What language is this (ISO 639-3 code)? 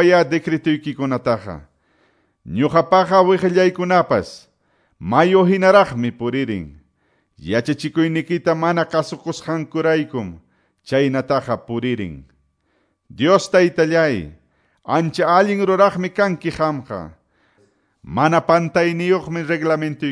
que